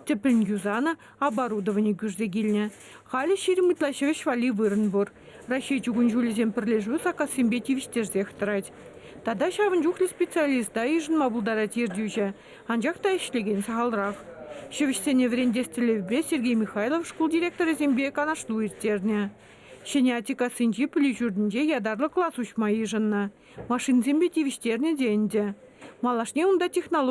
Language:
Chuvash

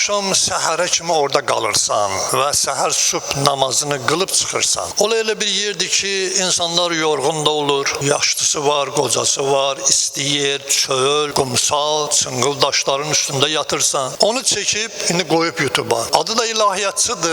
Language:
Azerbaijani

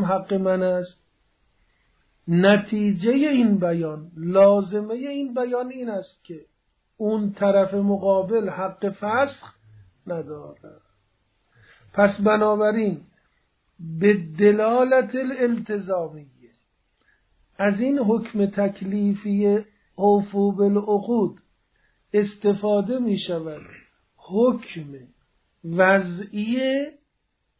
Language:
Persian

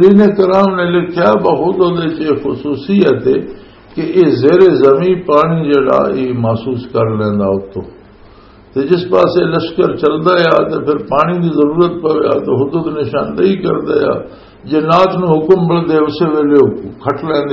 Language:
Western Panjabi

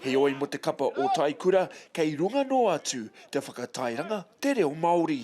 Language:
Māori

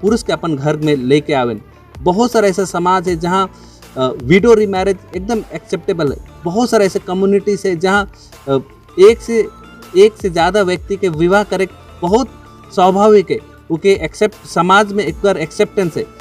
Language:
Sadri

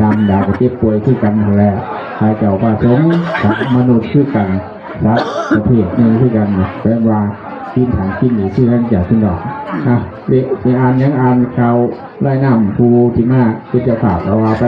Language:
Northeastern Thai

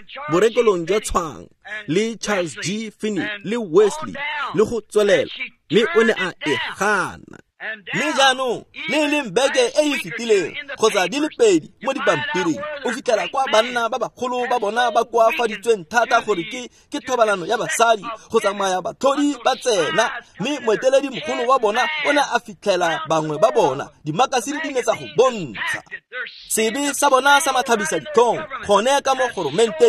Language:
Tswana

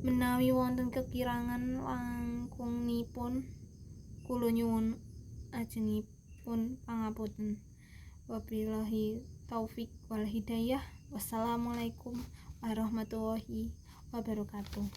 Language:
Javanese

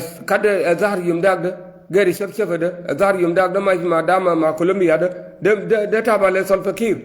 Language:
Nuer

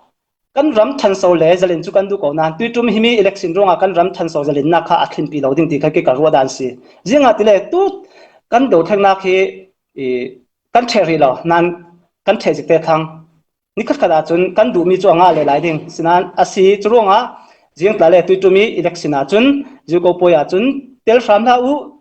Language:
Falam Chin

